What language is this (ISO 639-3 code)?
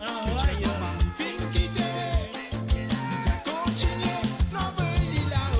mfe